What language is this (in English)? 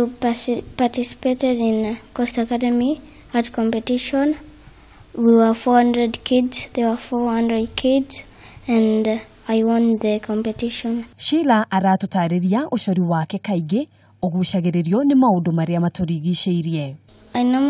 Kikuyu